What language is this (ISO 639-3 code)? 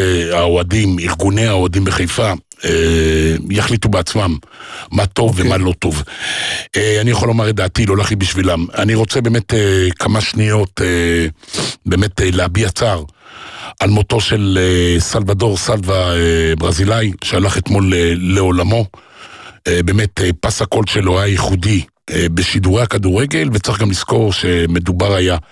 heb